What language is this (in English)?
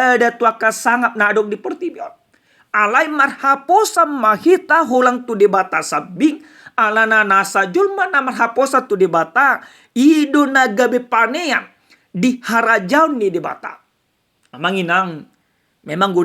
Batak Toba